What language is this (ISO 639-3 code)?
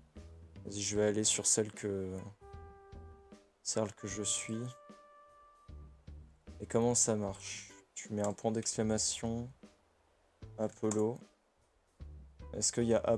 fra